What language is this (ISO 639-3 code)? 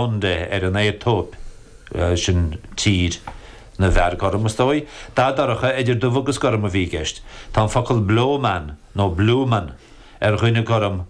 gle